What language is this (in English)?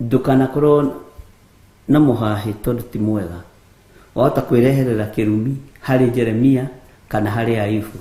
Kikuyu